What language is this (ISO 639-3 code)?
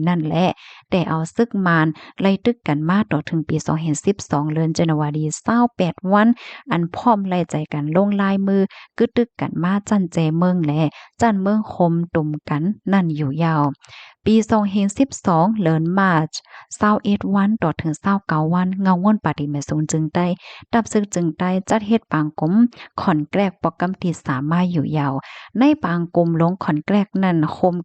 shn